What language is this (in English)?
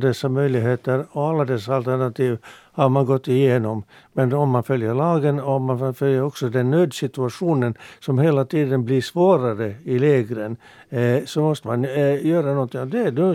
Swedish